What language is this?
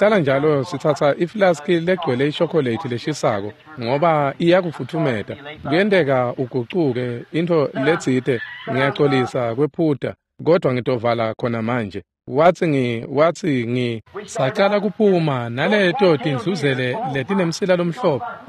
Swati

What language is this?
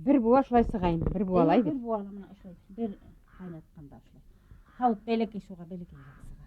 Bashkir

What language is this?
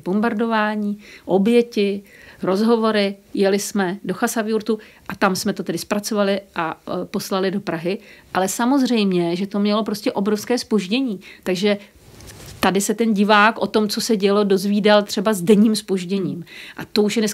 Czech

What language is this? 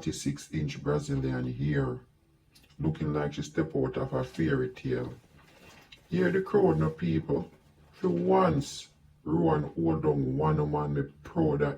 Jamaican Creole English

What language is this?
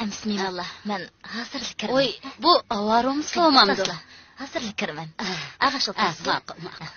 Uyghur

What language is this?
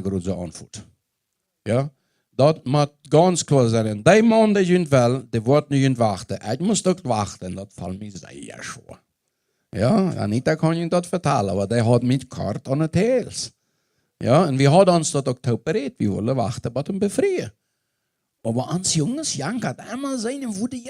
Plautdietsch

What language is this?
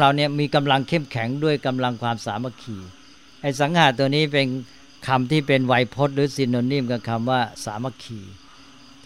Thai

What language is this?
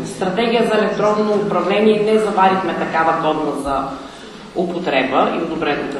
Bulgarian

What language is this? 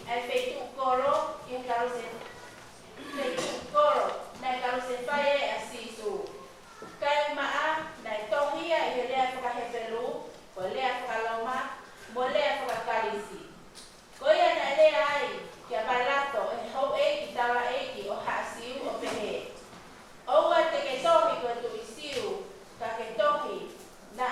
Tongan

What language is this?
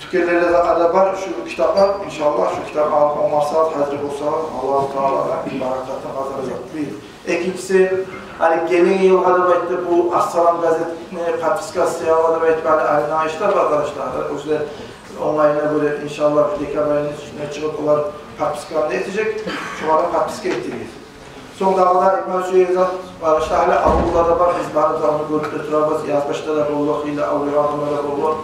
Kumyk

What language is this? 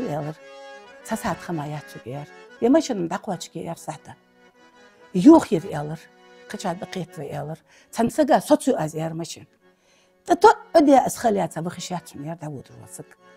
Ingush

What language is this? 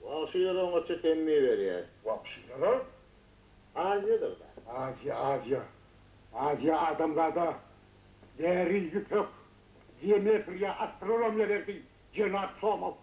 Turkmen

